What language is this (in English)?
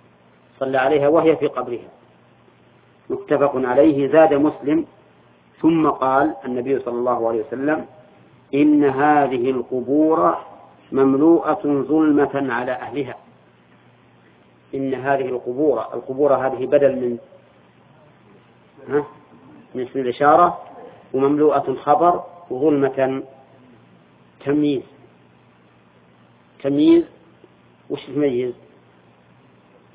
Arabic